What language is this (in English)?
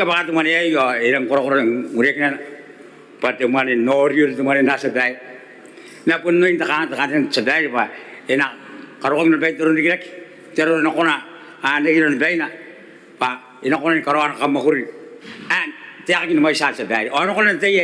Gilbertese